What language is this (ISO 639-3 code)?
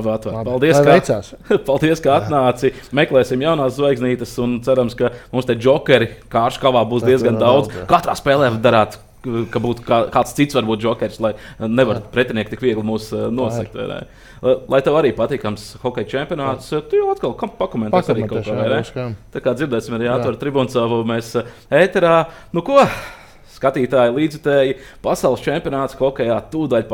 lav